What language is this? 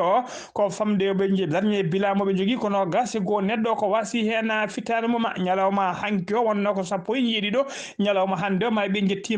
Fula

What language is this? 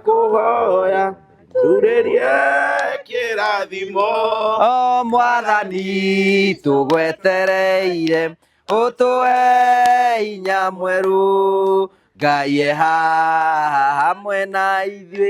Kikuyu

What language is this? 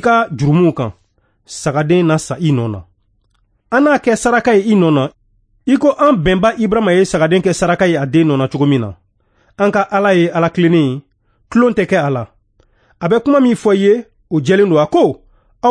Bambara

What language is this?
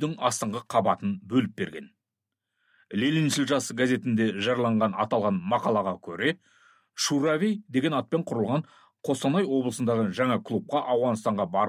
Kazakh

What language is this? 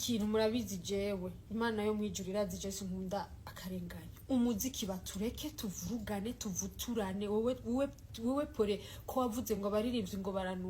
Rundi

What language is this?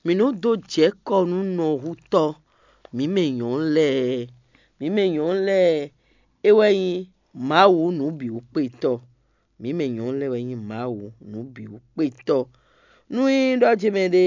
Fon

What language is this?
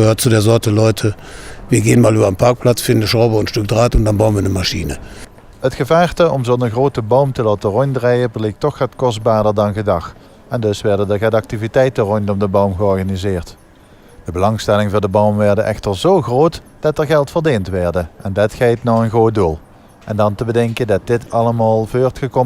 Limburgish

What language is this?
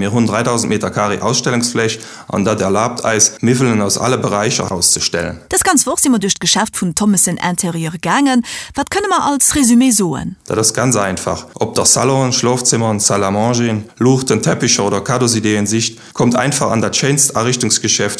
Luxembourgish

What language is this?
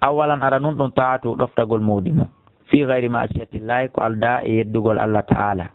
Fula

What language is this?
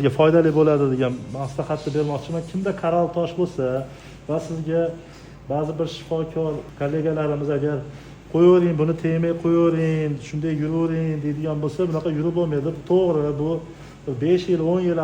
Uzbek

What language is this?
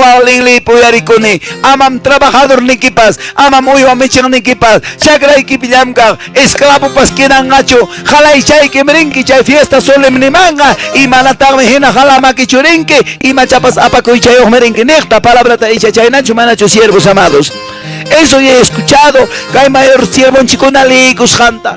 Quechua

